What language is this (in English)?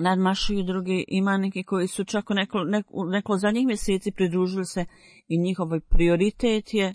Bosnian